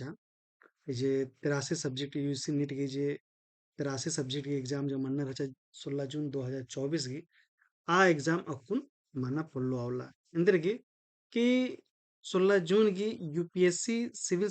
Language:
Kurukh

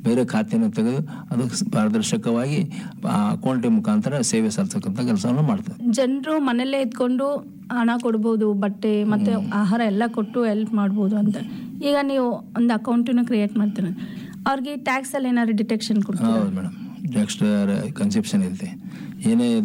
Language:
Kannada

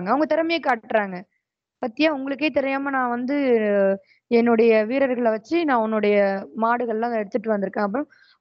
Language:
Tamil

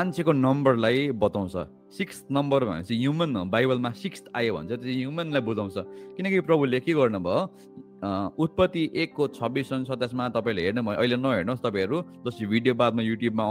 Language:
Nepali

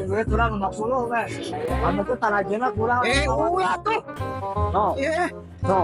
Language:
Sundanese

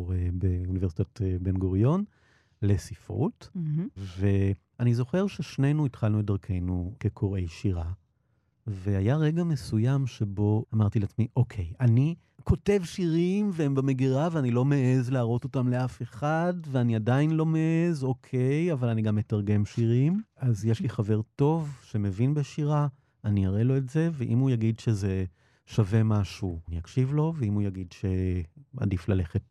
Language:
Hebrew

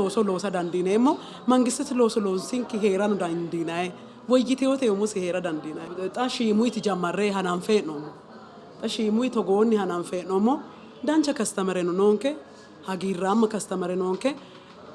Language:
Sidamo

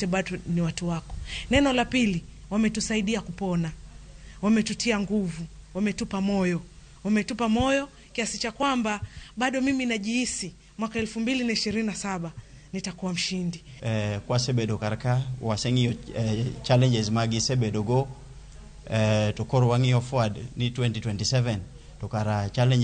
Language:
Luo (Kenya and Tanzania)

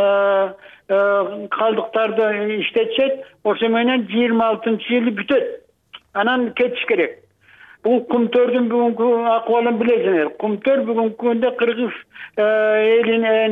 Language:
Kyrgyz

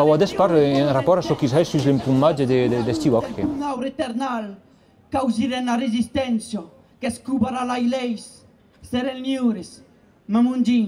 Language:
Occitan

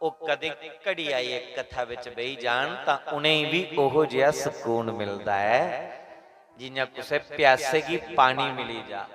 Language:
Dogri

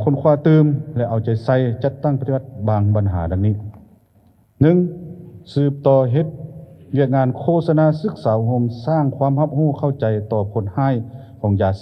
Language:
Lao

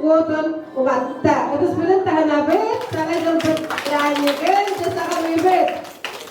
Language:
Yakut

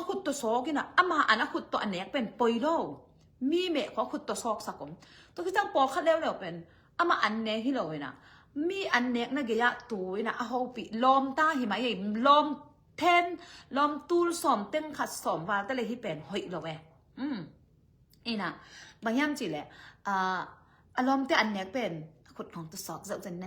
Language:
Tedim Chin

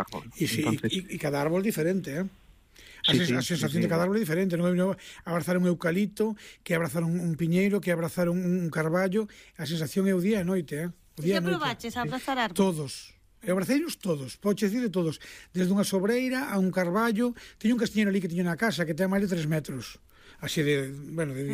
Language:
Galician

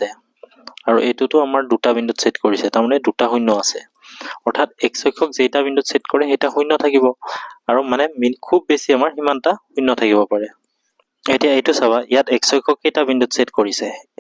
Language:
Assamese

